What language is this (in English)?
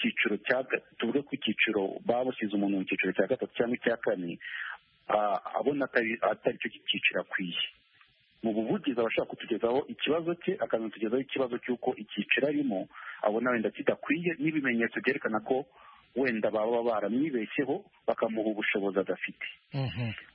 Kinyarwanda